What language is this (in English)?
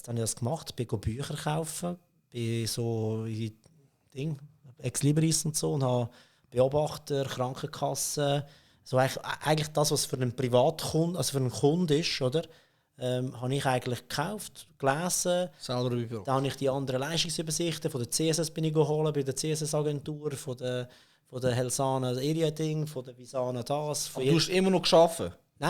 Swiss German